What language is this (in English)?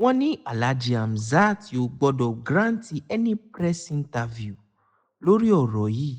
Yoruba